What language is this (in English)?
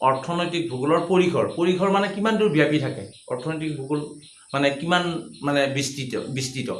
Assamese